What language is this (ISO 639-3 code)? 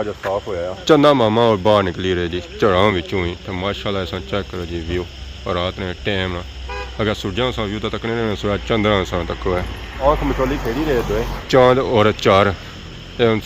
phr